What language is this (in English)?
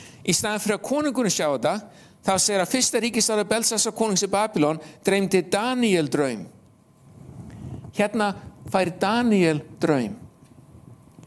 Icelandic